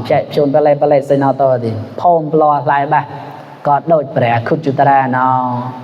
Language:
Mon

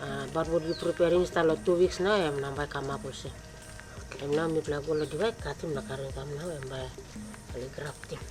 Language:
Tok Pisin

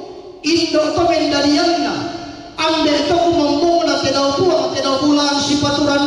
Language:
Toraja-Sa'dan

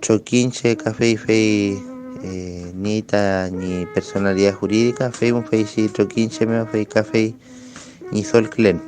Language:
Mapuche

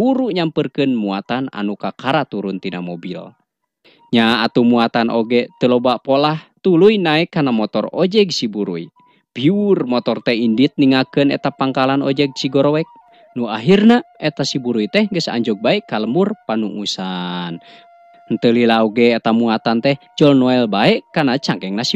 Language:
Sundanese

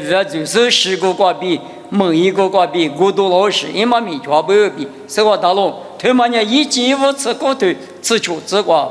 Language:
Lisu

